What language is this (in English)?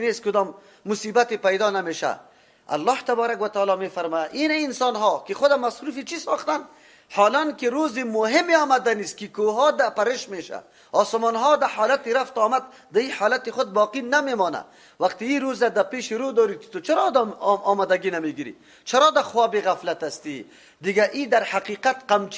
Persian